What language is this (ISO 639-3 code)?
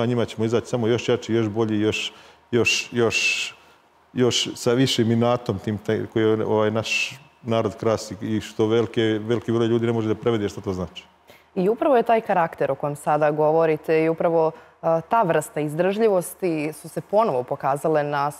srp